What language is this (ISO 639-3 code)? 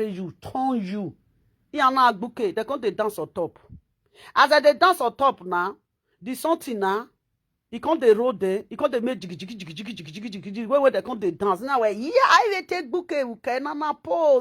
pcm